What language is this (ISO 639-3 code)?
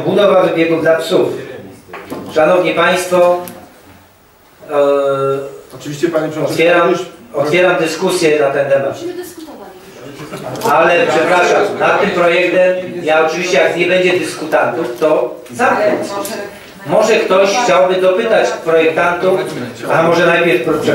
pol